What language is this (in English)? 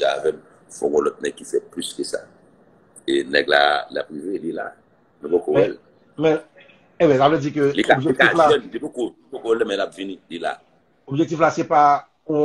Haitian Creole